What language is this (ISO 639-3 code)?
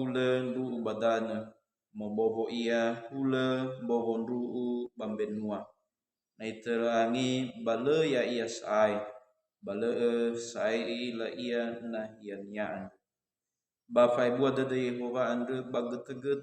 nia